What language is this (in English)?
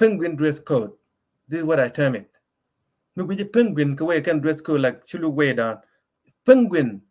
Nuer